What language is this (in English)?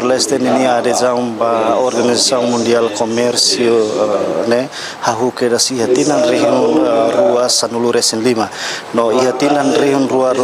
Tetum